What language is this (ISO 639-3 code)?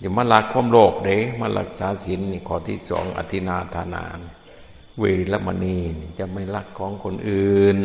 tts